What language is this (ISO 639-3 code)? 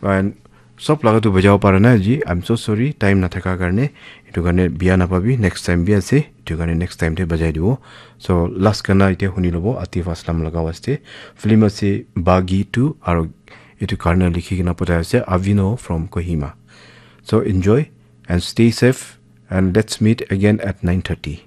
nag